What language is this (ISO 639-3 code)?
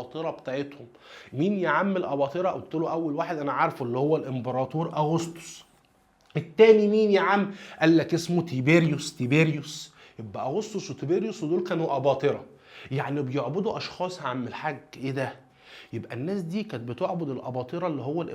arz